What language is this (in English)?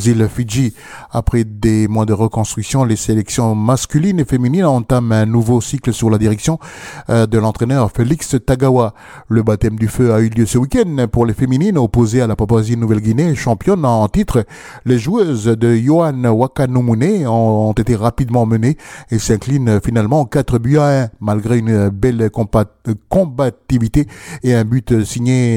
French